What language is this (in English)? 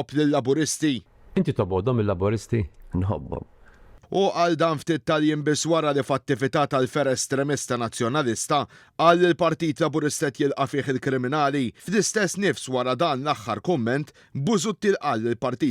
Maltese